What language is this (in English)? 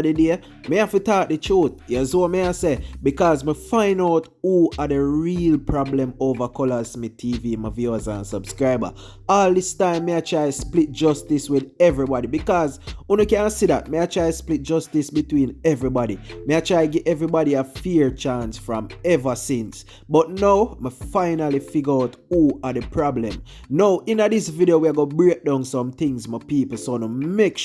Jamaican Creole English